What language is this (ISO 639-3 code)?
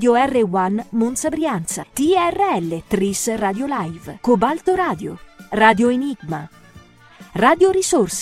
ita